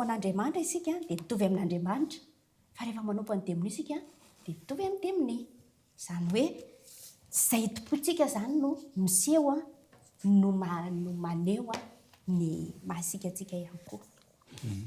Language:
Malagasy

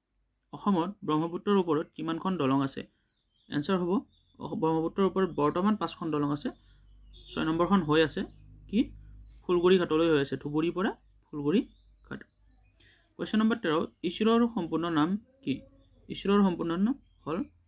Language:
Assamese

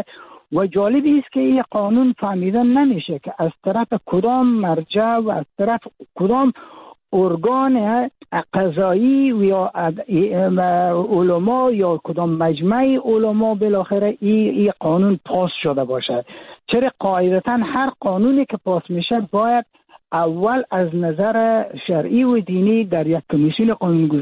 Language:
Persian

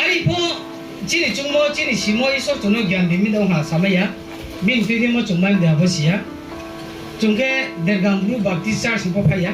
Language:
Riang (India)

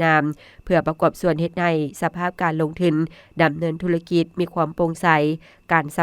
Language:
Lao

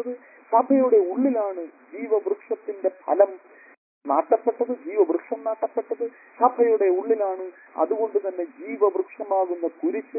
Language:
Malayalam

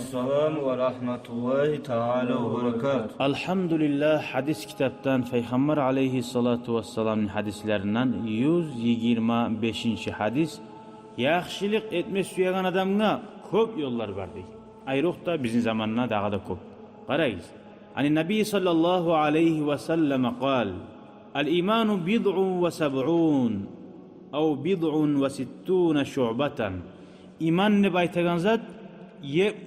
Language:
Kumyk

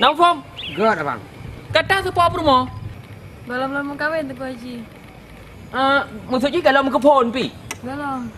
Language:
Achinese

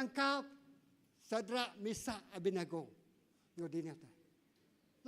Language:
Iban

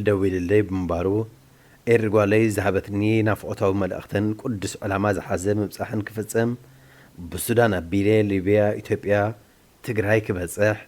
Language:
Tigrinya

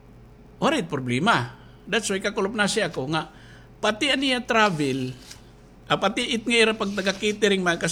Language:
Waray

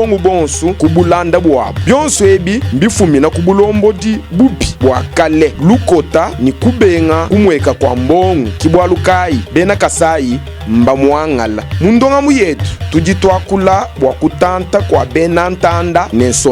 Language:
Luba-Lulua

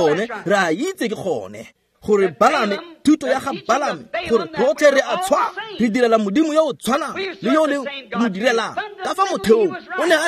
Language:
Tswana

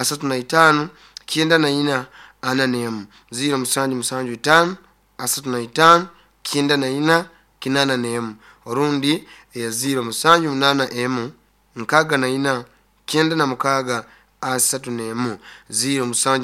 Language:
Nyoro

